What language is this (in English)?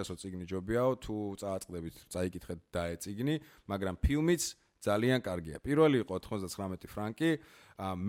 Georgian